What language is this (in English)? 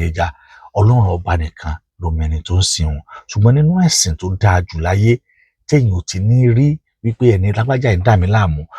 Yoruba